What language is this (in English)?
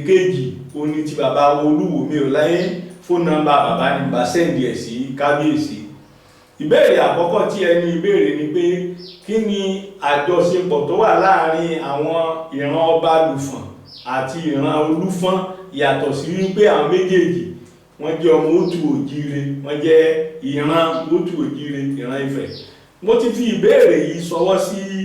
Yoruba